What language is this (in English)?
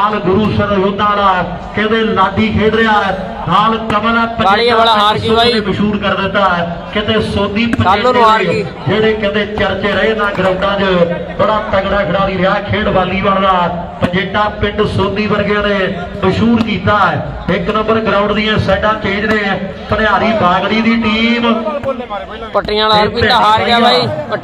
Punjabi